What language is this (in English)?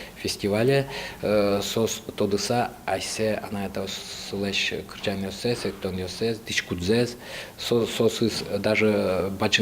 Udmurt